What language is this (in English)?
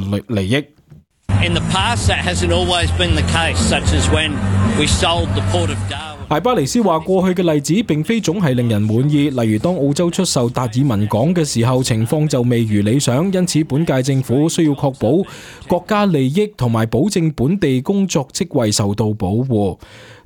Cantonese